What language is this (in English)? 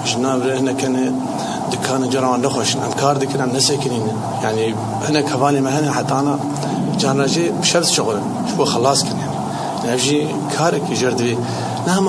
Kurdish